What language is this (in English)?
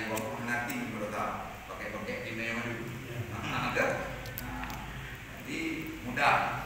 Achinese